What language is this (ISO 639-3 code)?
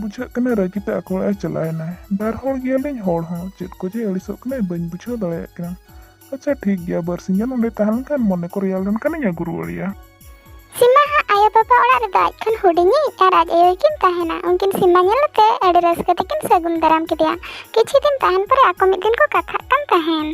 sat